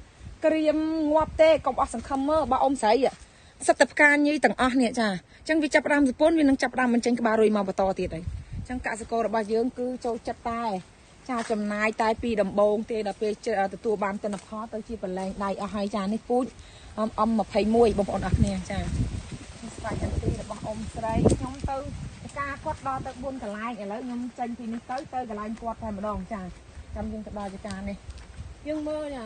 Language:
Khmer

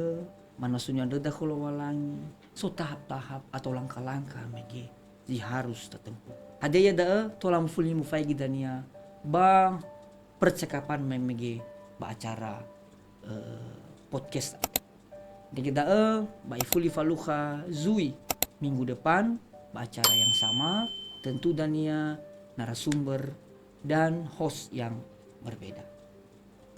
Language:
Nias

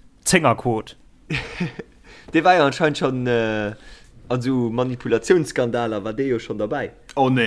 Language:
Luxembourgish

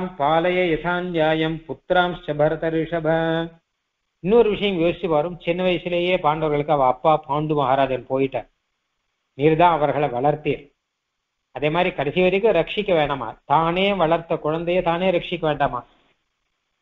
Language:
Tamil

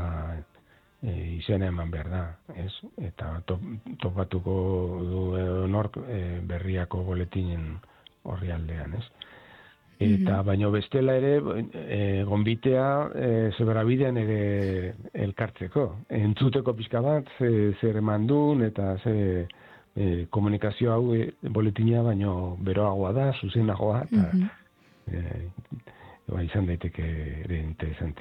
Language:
Basque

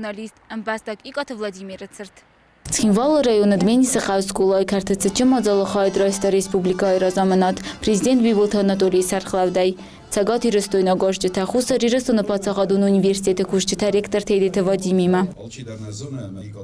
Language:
Ossetic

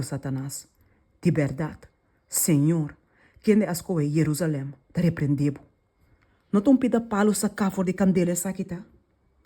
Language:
Papiamento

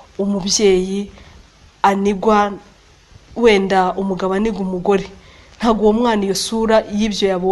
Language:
Kinyarwanda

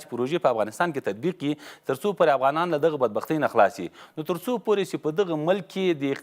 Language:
Pashto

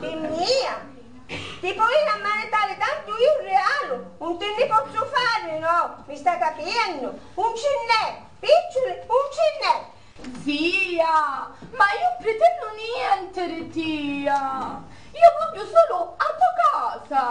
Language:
Sicilian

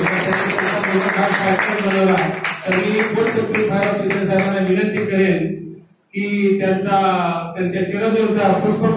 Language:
Marathi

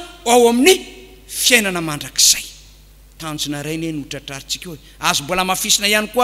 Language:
Malagasy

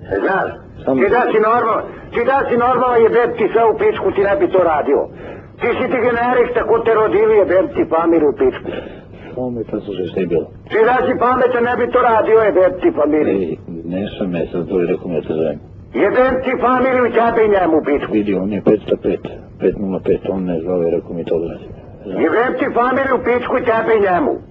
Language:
Serbian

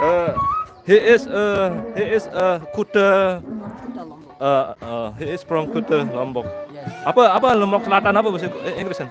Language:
Sasak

